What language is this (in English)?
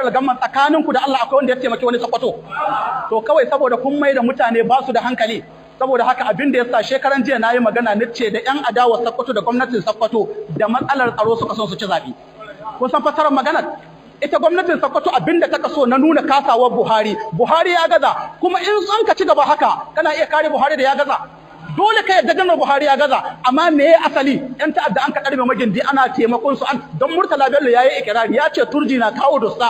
Hausa